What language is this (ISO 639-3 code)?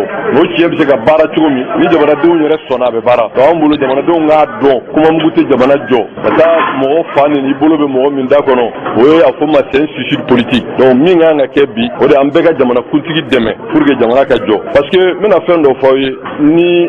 bam